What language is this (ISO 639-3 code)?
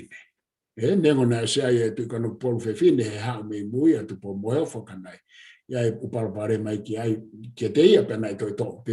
ton